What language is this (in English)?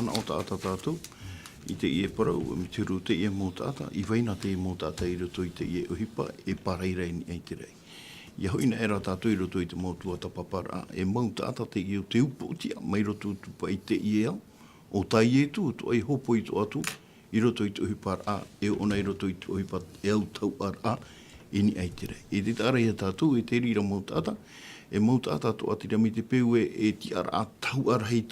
Tahitian